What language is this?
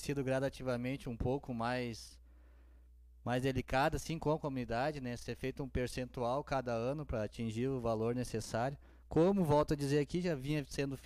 Portuguese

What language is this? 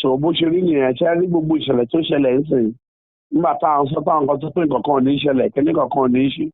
Yoruba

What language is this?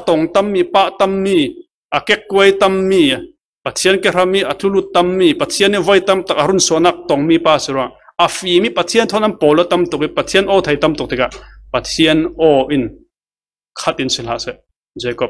Falam Chin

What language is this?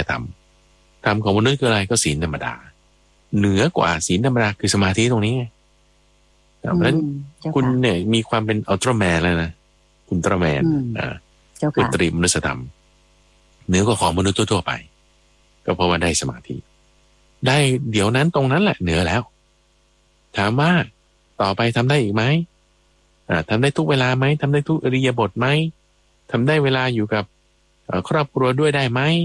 Thai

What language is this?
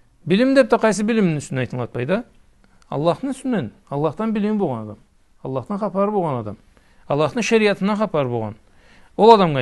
Karachay-Balkar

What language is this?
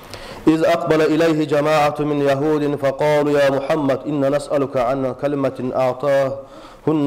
Kumyk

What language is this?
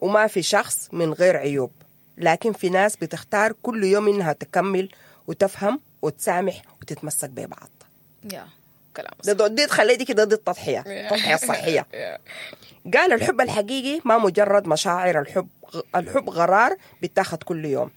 Sudanese Arabic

